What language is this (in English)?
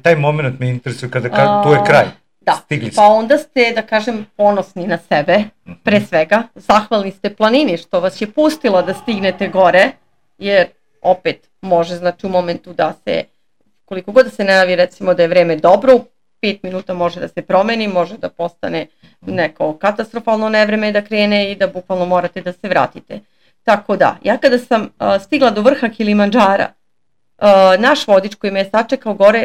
Serbian